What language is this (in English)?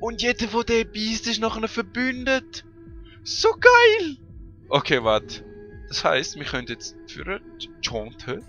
Swiss German